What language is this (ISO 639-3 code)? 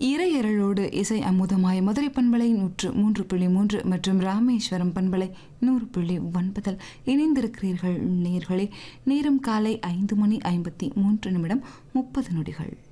tam